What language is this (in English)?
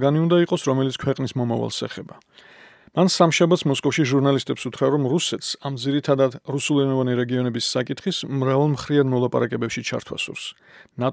Georgian